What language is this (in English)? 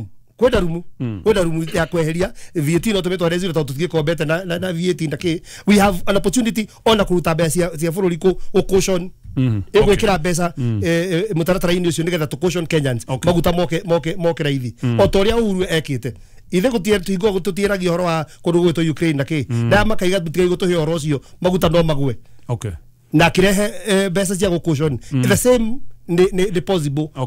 Kikuyu